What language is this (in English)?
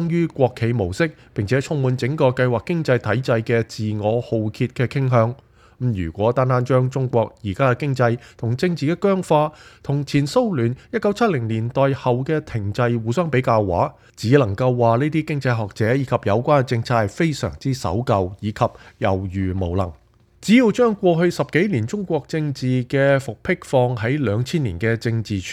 Cantonese